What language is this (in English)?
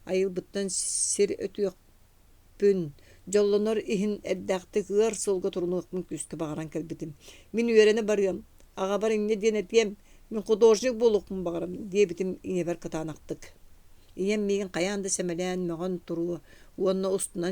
Yakut